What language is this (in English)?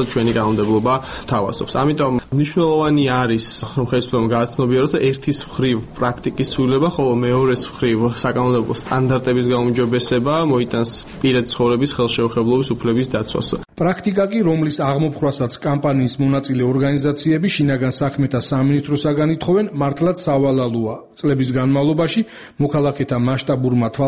Georgian